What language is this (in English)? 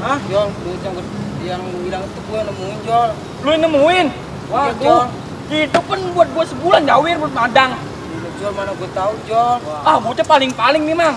Betawi